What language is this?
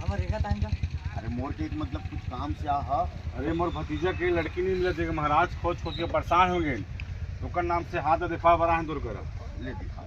Chhattisgarhi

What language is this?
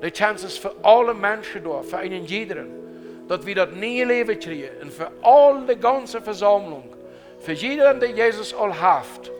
Plautdietsch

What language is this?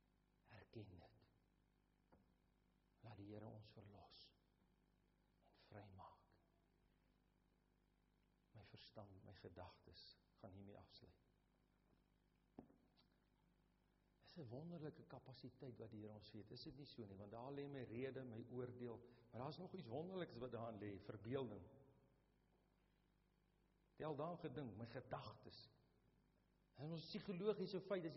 Afrikaans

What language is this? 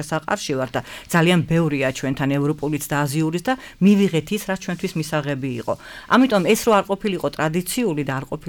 Georgian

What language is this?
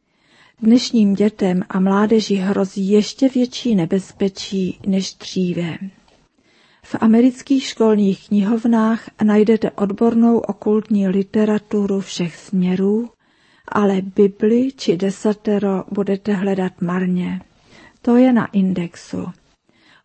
Czech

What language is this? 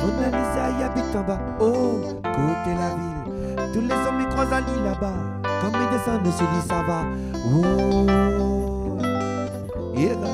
Réunion Creole French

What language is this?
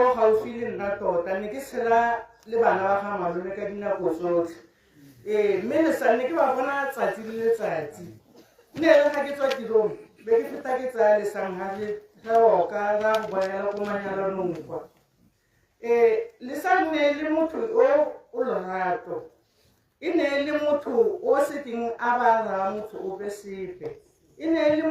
Tswana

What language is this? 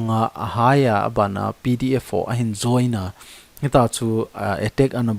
Thado Chin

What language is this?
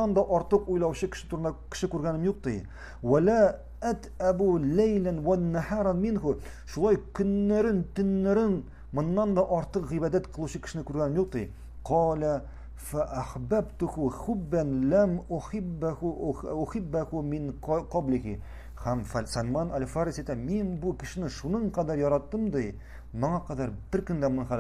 Tatar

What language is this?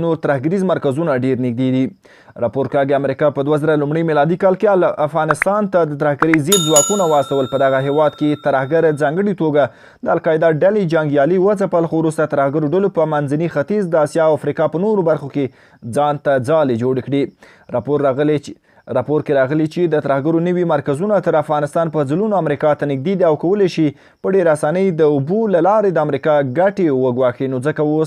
Pashto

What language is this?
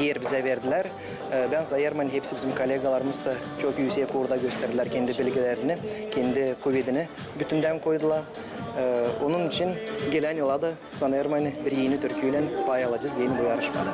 Gagauz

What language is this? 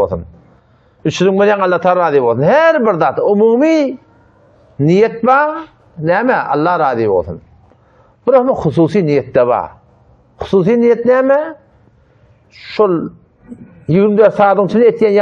Turkmen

